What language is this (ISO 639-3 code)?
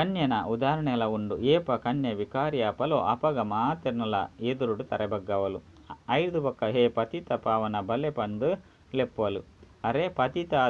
tcy